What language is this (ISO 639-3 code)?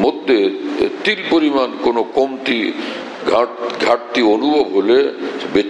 ben